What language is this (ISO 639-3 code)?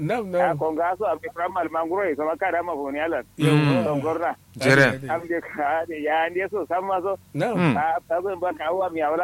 kau